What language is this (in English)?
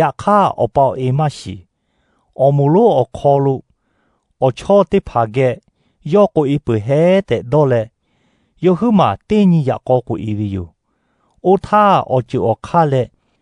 Lahu